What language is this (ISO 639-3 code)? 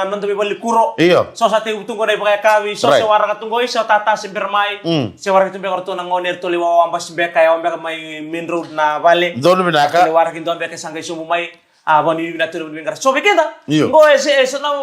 fij